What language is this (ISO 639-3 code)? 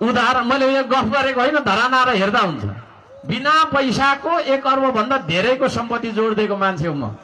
nep